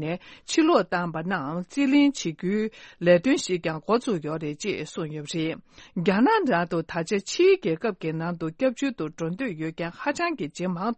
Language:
Tibetan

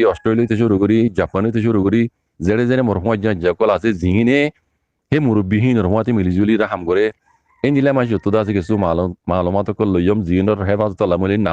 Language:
Rohingya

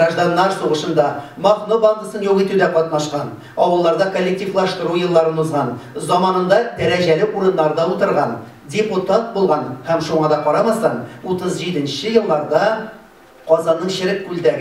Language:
Tatar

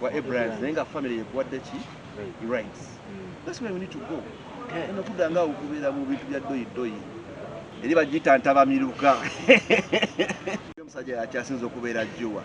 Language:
Ganda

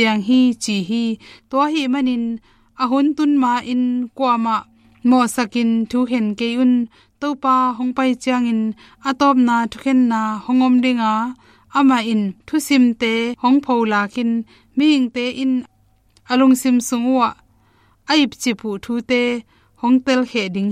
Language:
Tedim Chin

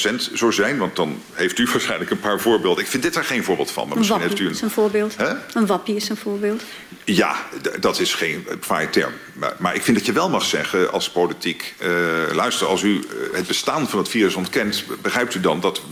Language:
Dutch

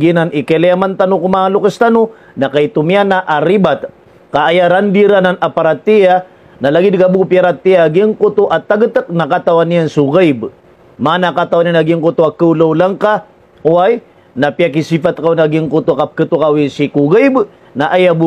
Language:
Maranao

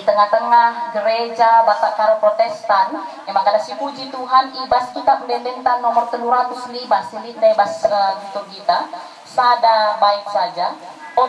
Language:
Batak Karo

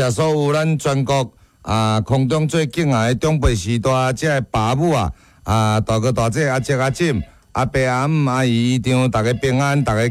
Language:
Min Nan Chinese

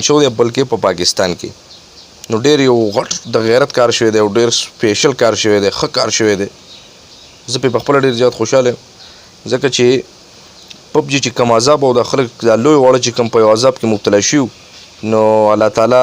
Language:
Pashto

